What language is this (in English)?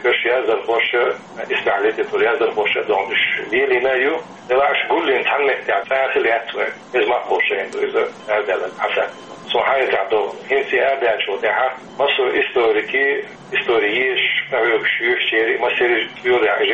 Chechen